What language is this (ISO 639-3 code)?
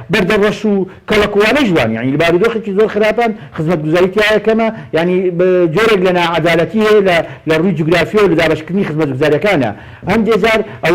ckb